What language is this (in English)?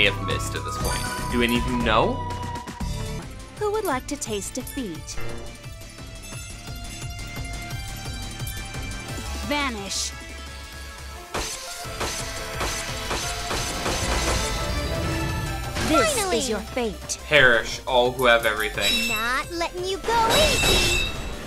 English